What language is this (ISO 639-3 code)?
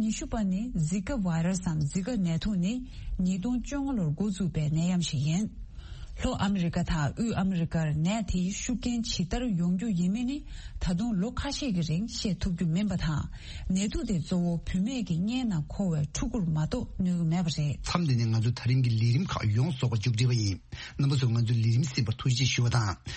bod